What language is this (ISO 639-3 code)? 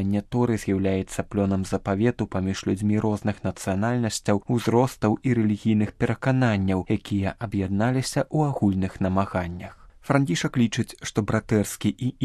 bel